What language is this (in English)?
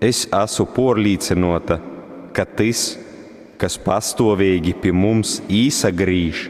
Latgalian